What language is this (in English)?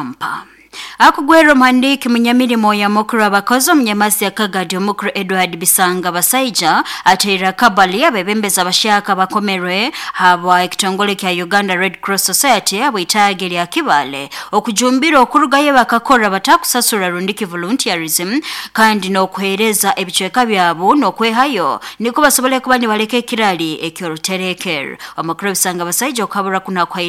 Nyoro